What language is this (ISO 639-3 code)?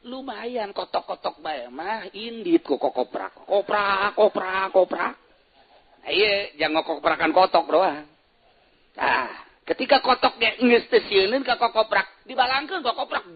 sun